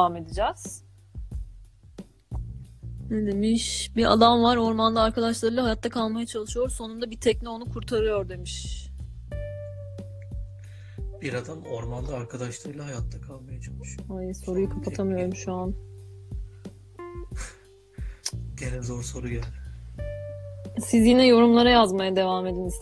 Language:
Turkish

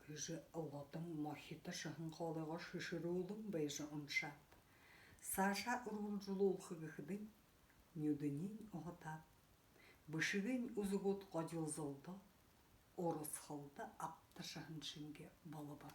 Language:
Buriat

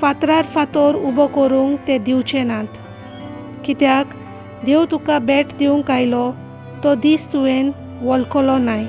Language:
Konkani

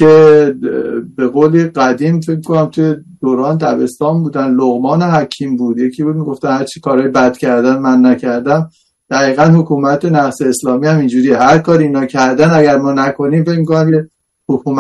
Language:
Persian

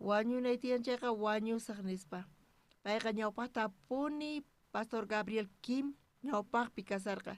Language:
South Bolivian Quechua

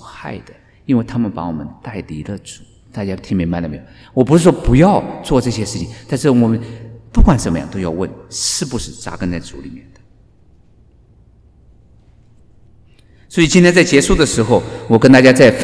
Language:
Chinese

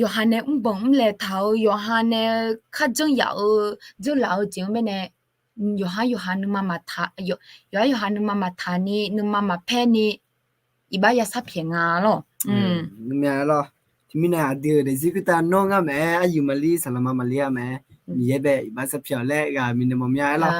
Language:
Akha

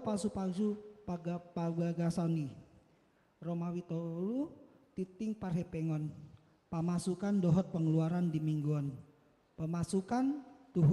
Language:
Batak Toba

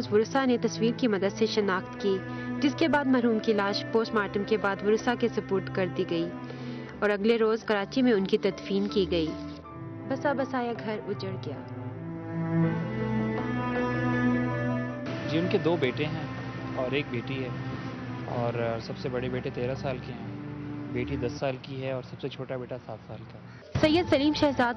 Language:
Urdu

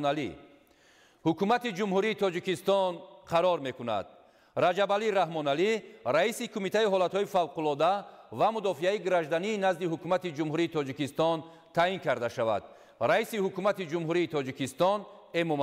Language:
Tajik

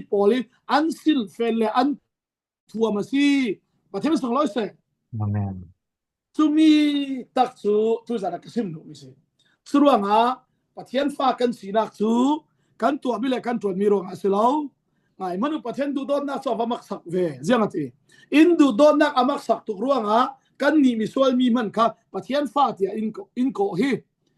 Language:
Falam Chin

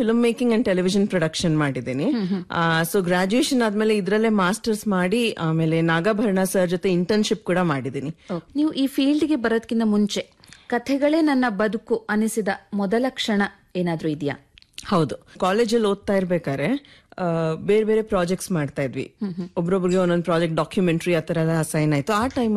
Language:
Kannada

